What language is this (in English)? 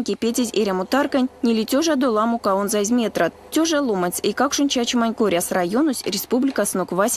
Erzya